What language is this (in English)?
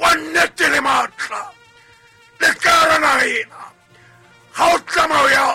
Southern Sotho